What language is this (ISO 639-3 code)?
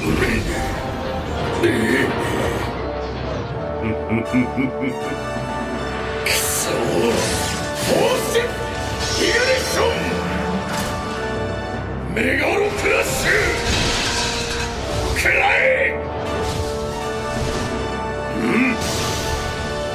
jpn